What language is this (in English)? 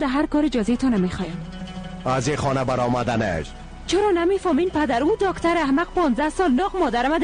Persian